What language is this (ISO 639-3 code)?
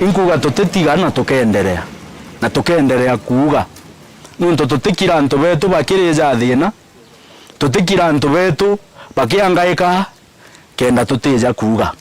mer